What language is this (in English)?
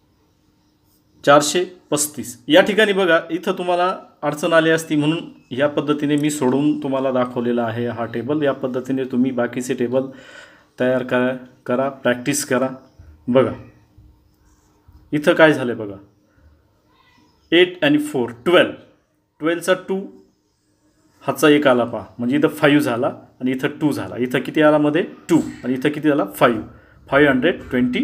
Marathi